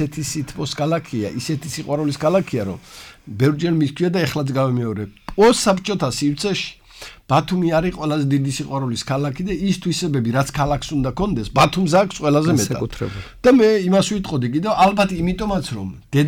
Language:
Georgian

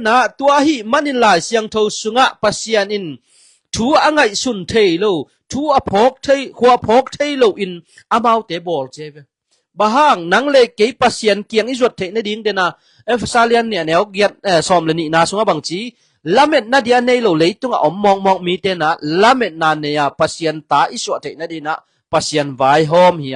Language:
Tedim Chin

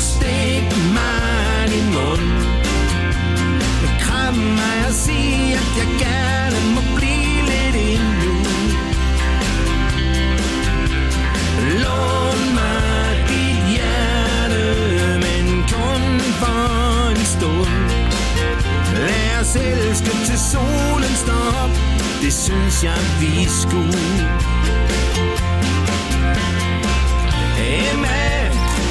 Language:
Danish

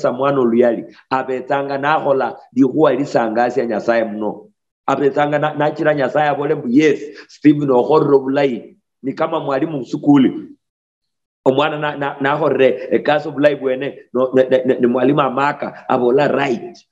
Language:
Luyia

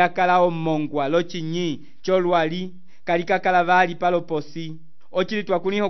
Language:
Umbundu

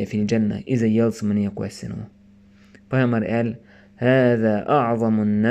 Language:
Chechen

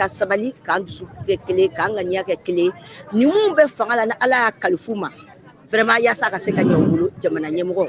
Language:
Bambara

